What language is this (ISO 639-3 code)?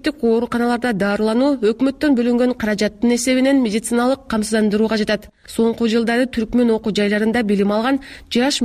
kir